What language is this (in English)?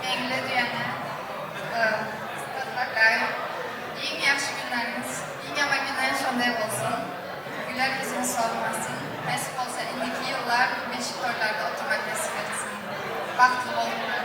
Turkmen